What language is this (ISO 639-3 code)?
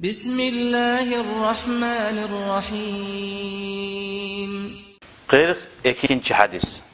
kum